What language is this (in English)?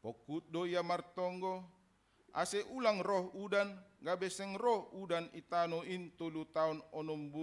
Batak Simalungun